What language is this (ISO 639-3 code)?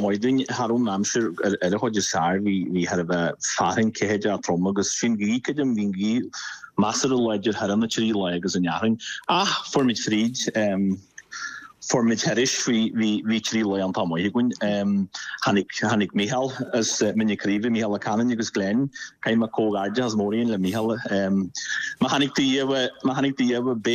gle